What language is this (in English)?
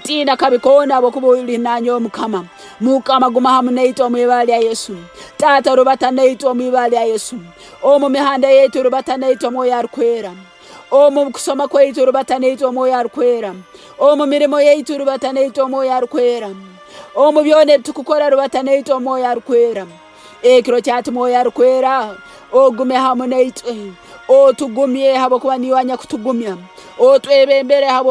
Nyoro